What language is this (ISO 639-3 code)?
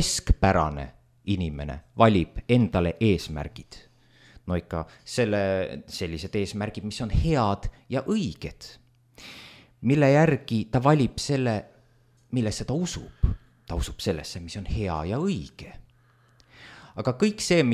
est